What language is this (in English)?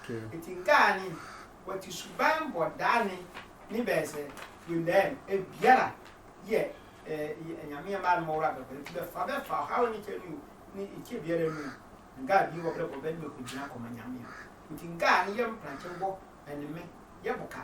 Sehwi